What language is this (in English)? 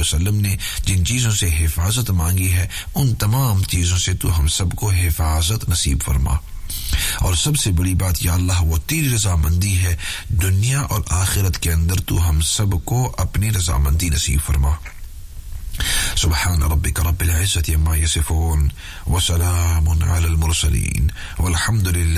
Urdu